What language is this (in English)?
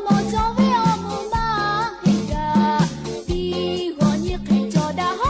Lahu